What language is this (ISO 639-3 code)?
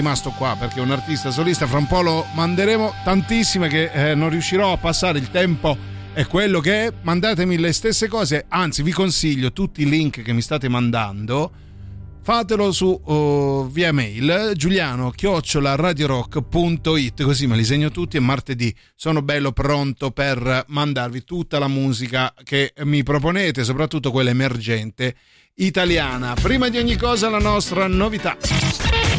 ita